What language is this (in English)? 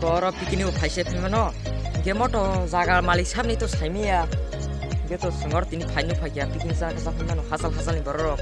Kok Borok